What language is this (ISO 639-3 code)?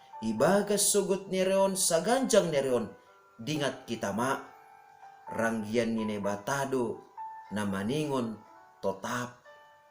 bts